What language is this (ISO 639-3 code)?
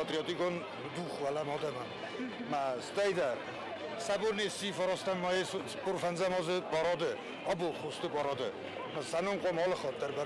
oss